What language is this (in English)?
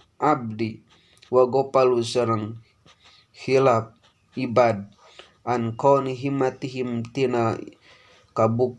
Sundanese